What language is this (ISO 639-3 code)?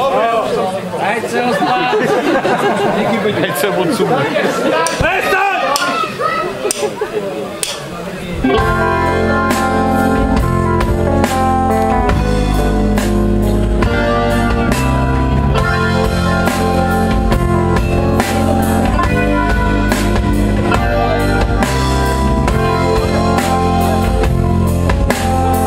slk